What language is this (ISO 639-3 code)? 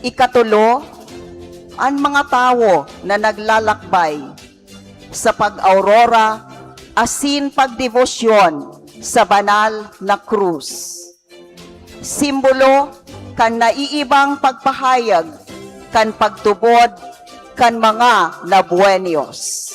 bik